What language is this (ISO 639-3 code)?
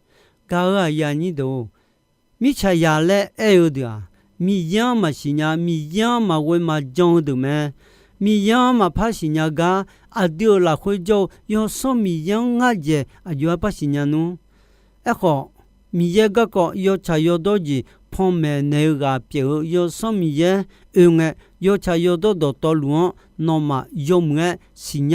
ahk